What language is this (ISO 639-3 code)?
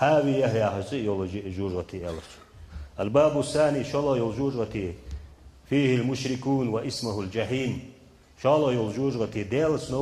inh